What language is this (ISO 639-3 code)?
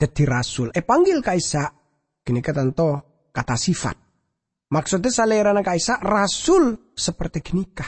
mad